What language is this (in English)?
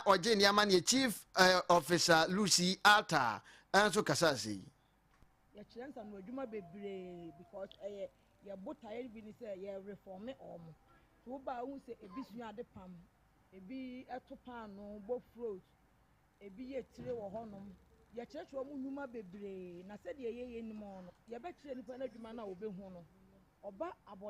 Akan